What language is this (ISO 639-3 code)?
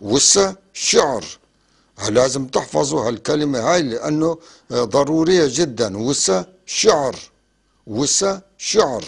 apc